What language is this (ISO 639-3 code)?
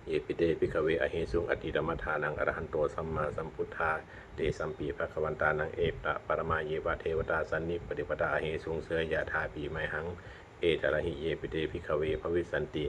pli